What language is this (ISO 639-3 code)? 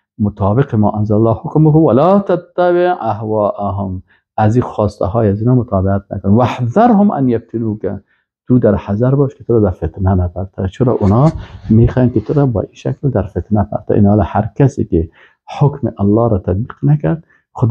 fas